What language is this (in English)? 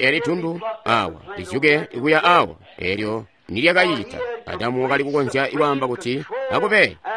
Tonga (Zambia)